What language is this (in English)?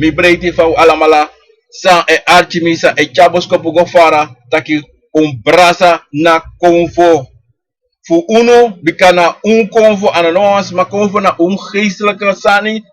Sranan Tongo